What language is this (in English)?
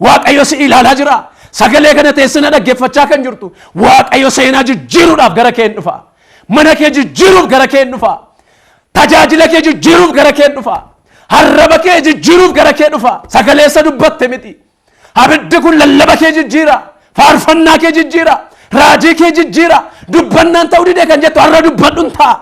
Oromo